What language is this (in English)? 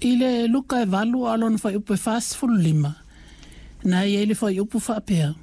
Samoan